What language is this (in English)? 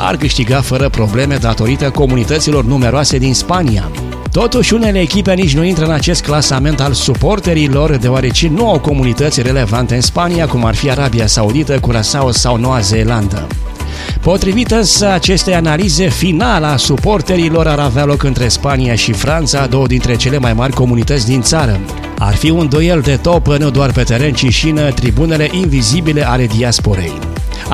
Romanian